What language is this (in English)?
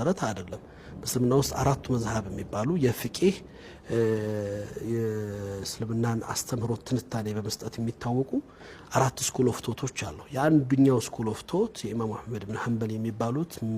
Amharic